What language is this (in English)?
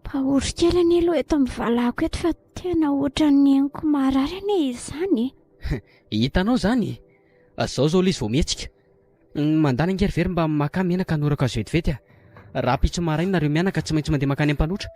Malagasy